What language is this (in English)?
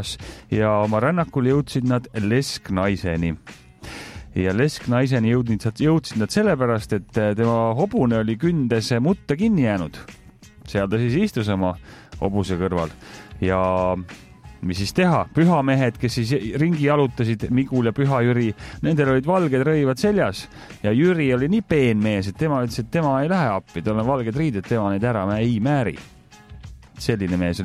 Estonian